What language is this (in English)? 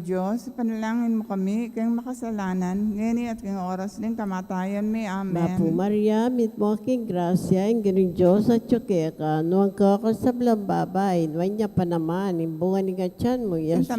Pampanga